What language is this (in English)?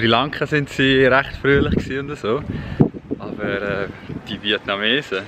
Swiss German